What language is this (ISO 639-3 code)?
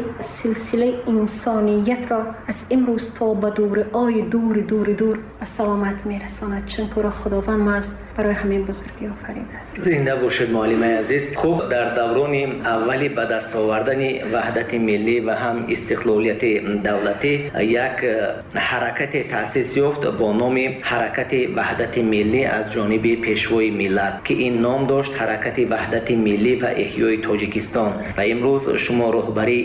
tgk